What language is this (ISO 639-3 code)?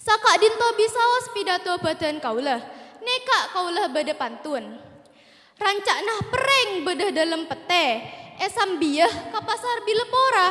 mad